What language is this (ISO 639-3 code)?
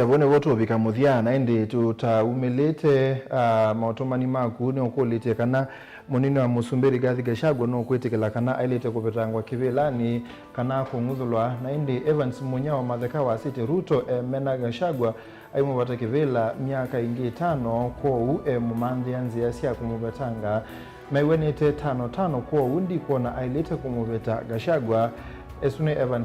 kam